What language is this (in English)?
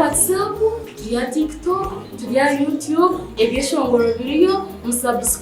Nyankole